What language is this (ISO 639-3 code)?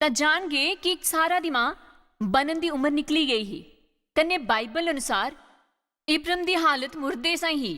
doi